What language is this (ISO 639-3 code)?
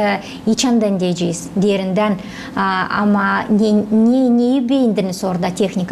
gag